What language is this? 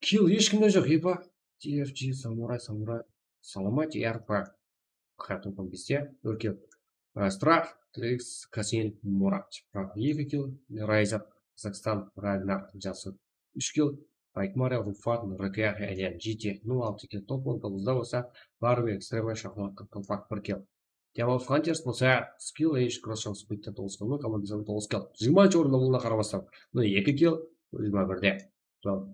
Kara-Kalpak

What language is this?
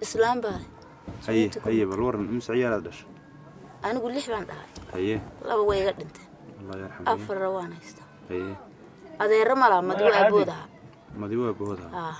Somali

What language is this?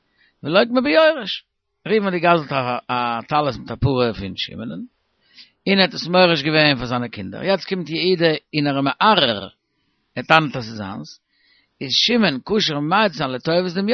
Yiddish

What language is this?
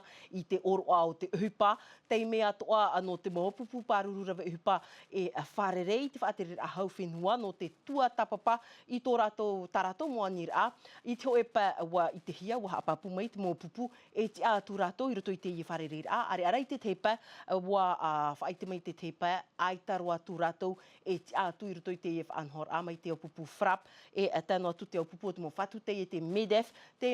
Tahitian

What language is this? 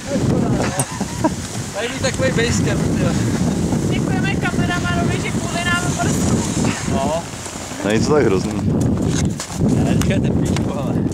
Czech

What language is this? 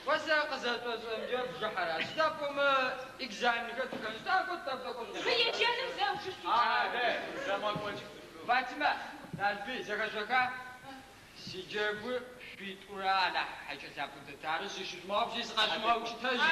Adyghe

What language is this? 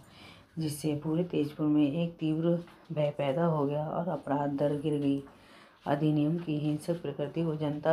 Hindi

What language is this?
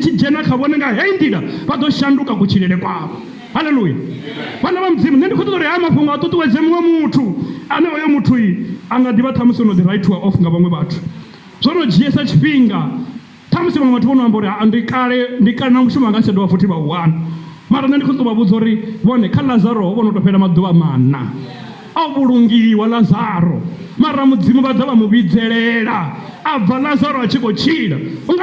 Venda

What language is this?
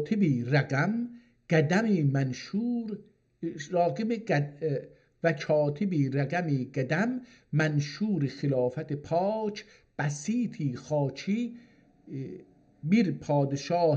South Azerbaijani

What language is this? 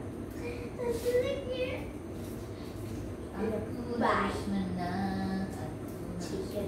Indonesian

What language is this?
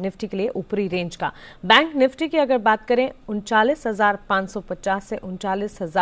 Hindi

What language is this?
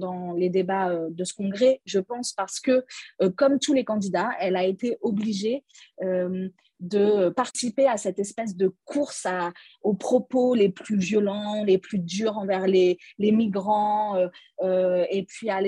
French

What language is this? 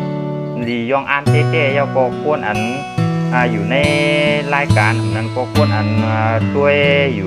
Shan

